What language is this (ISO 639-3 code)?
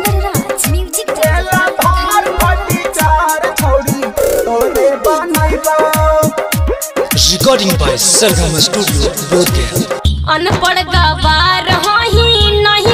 mag